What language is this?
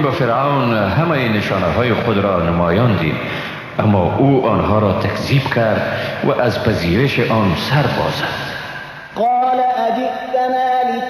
Persian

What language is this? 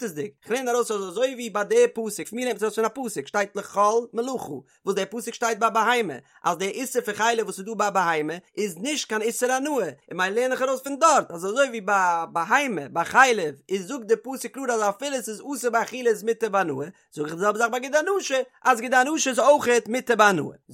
Yiddish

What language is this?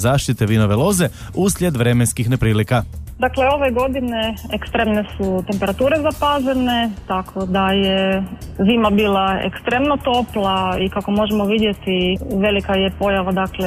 Croatian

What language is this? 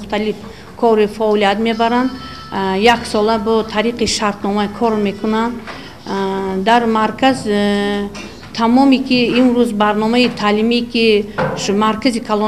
Tajik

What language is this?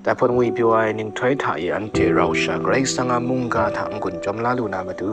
Kachin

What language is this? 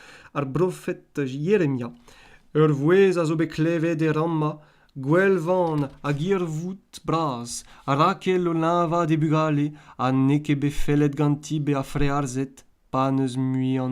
Breton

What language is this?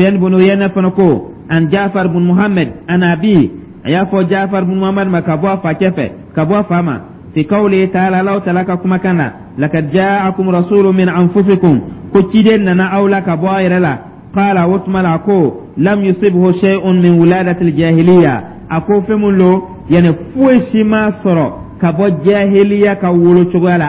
Dyula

